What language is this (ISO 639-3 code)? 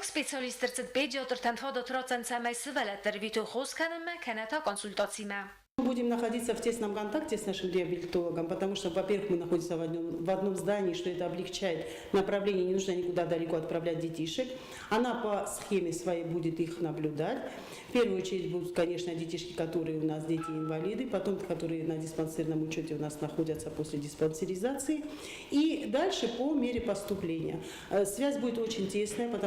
oss